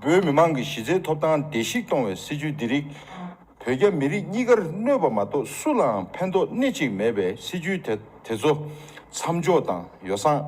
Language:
Tibetan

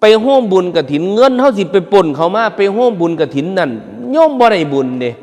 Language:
Northeastern Thai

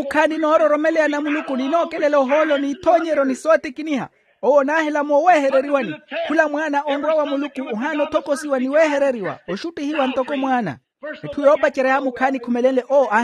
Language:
Makhuwa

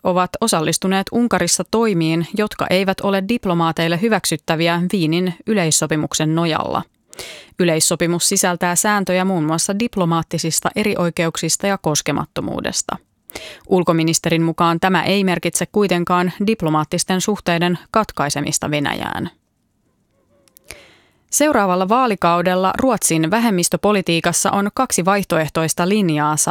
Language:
Finnish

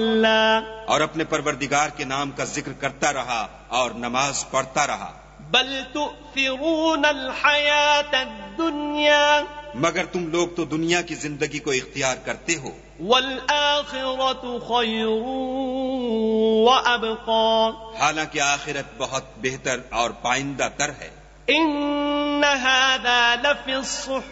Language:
Urdu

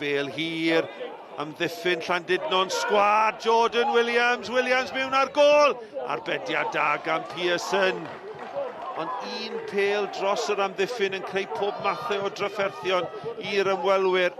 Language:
Welsh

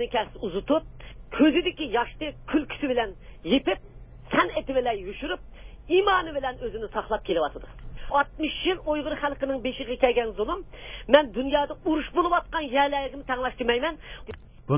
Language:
Uyghur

